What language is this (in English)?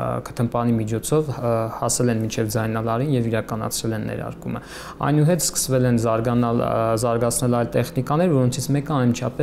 Armenian